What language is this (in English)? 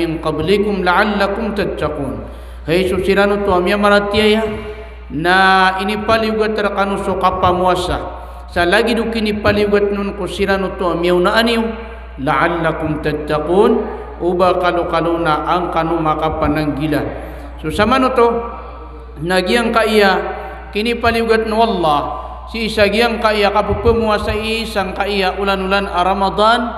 Maranao